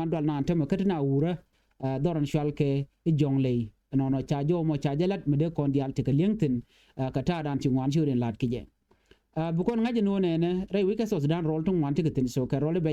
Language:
Nuer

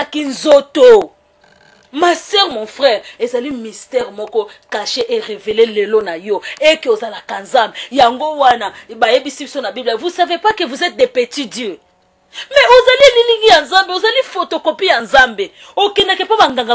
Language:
Lingala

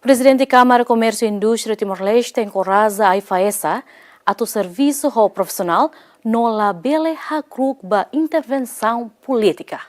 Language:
Tetum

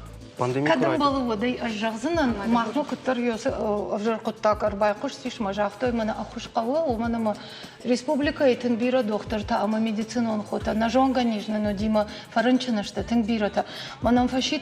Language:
Ossetic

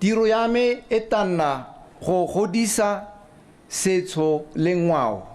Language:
Tswana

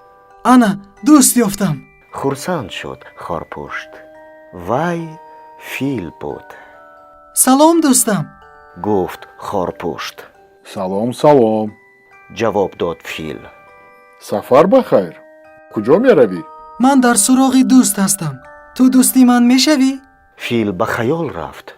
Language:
Tajik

